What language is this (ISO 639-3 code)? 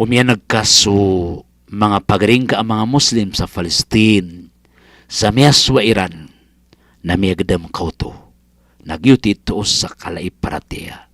mrw